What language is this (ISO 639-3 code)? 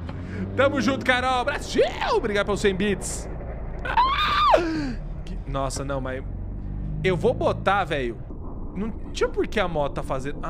por